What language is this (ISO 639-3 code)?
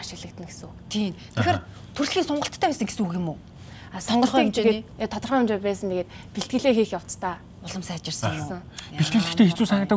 mon